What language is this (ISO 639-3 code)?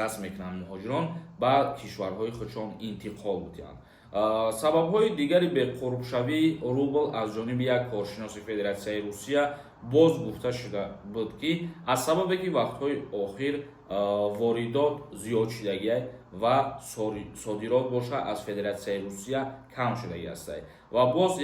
tgk